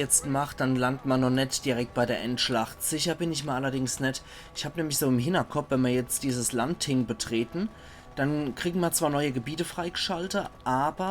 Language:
Palatine German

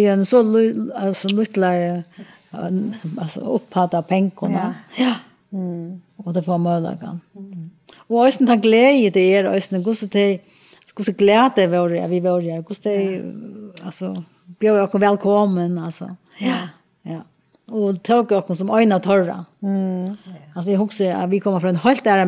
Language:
Faroese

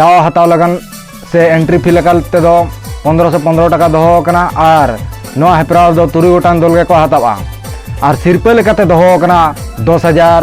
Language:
Santali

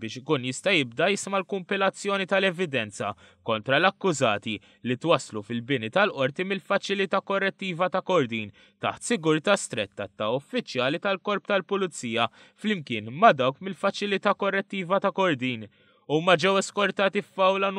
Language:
Maltese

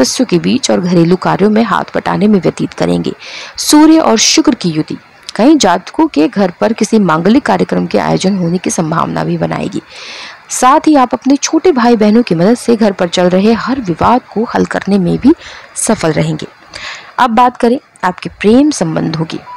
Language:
Hindi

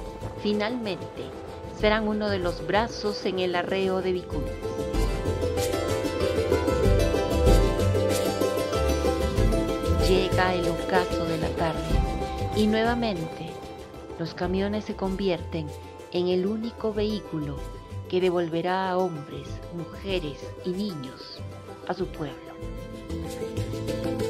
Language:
Spanish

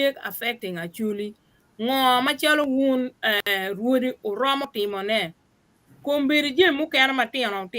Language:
Acoli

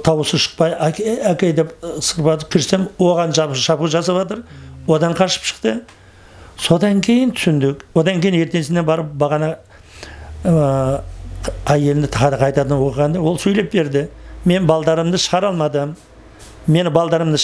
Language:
Kazakh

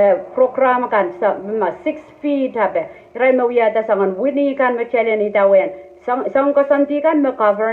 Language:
Pohnpeian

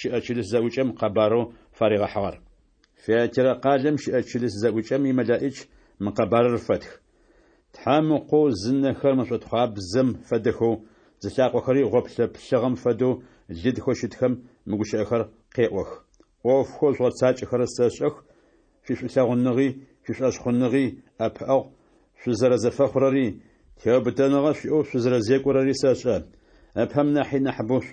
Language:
Adyghe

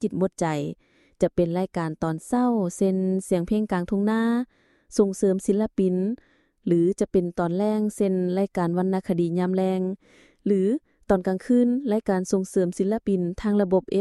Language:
Lao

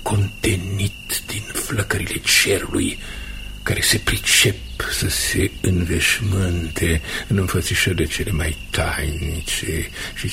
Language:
Romanian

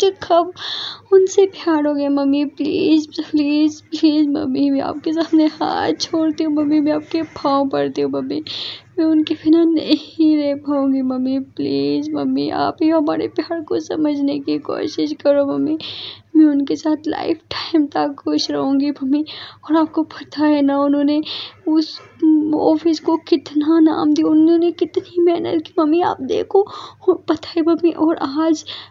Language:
Hindi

